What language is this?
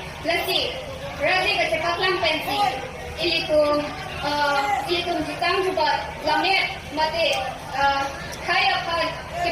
Karbi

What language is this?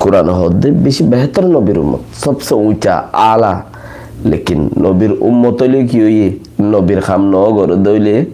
Rohingya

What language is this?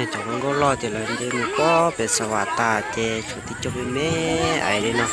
Hmong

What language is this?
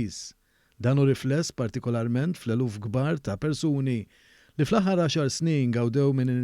Maltese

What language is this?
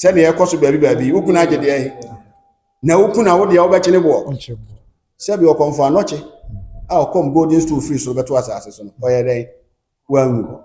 Akan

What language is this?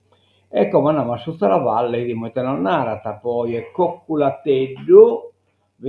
Sardinian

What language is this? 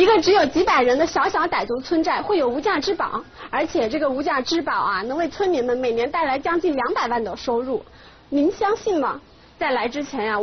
Chinese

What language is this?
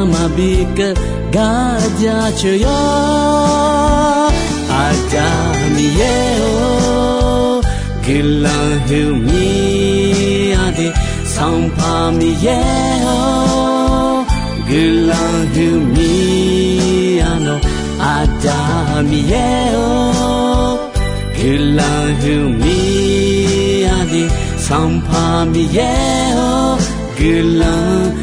Akha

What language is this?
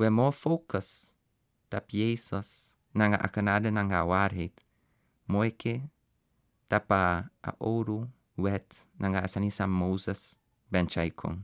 Sranan Tongo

